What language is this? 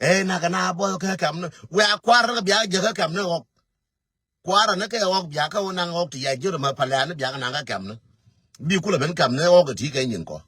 Nuer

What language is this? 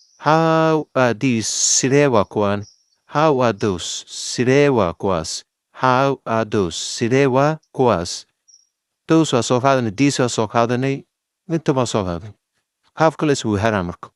Somali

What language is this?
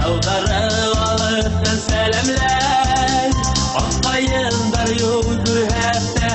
Bashkir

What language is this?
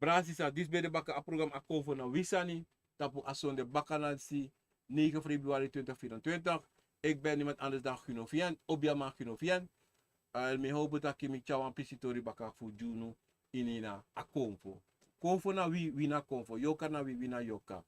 Sranan Tongo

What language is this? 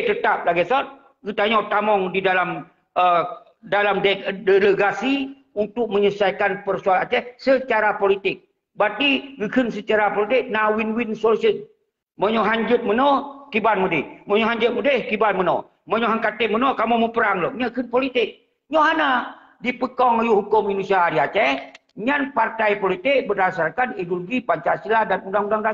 Achinese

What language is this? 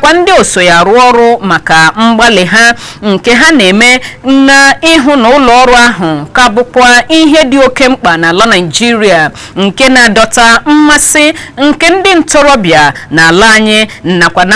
Igbo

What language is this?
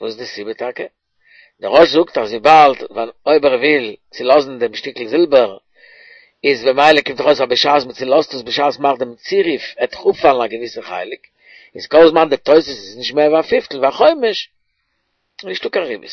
Yiddish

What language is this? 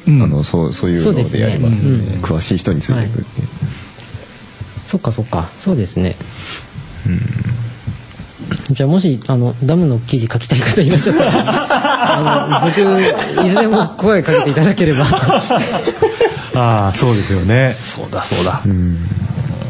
Japanese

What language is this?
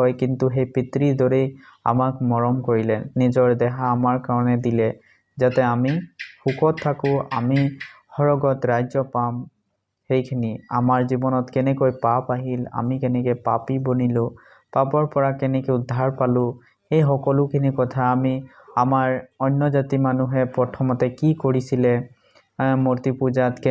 Assamese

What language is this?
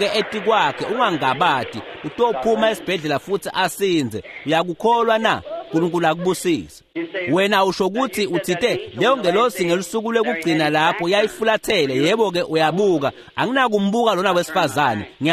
Swati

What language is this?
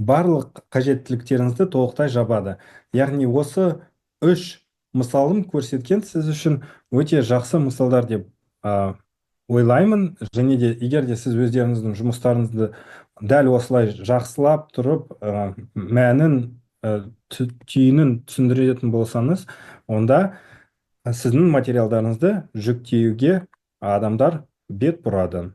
Kazakh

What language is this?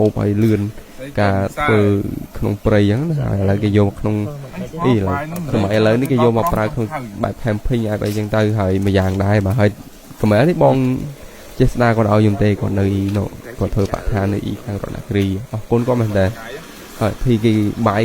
Khmer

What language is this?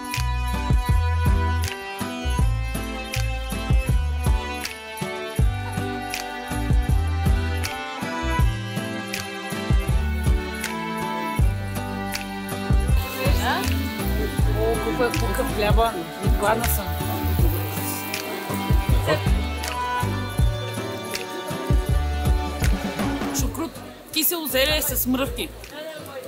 Bulgarian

